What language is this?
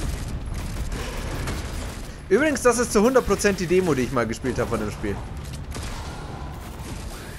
German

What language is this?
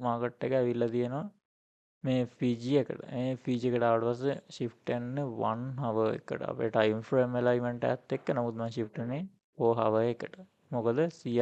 Sinhala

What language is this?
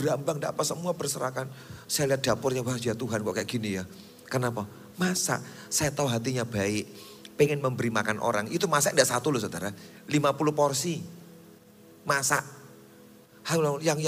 Indonesian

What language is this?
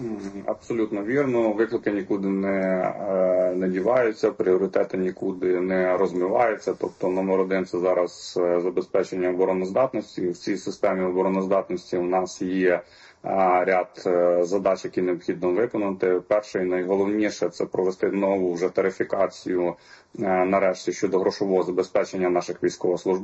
Ukrainian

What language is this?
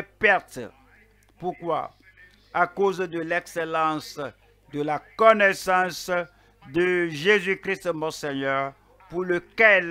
French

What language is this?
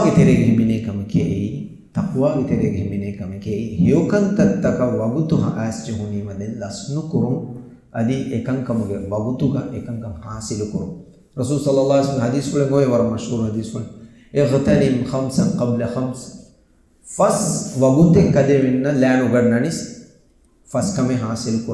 Divehi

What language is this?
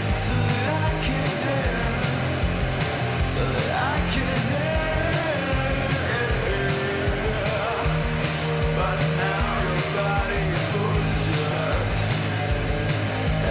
English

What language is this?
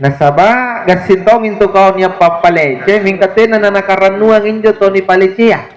Makasar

